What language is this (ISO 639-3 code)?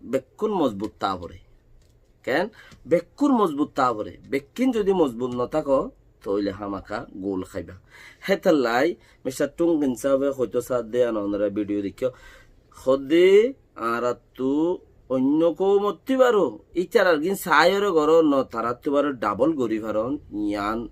rhg